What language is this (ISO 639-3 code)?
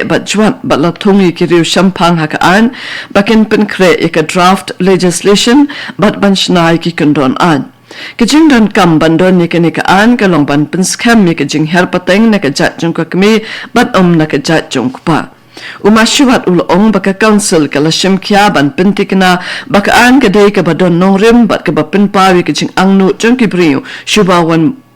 kha